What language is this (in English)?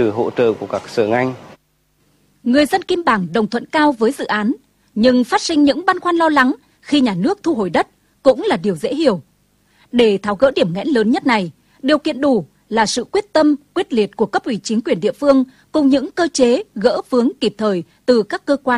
Vietnamese